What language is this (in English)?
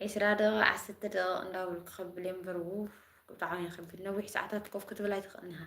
Tigrinya